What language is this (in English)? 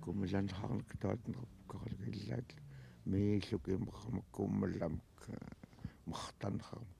Central Yupik